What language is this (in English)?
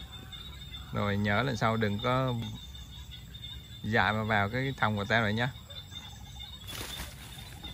Vietnamese